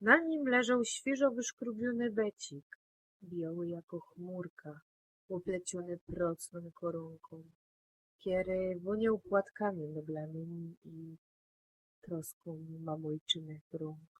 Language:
Silesian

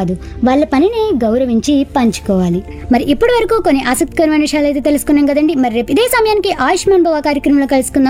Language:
Telugu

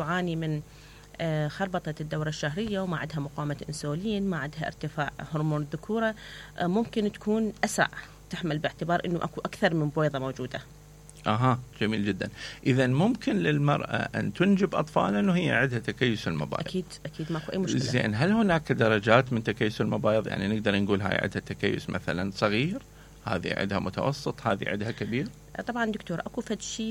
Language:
Mesopotamian Arabic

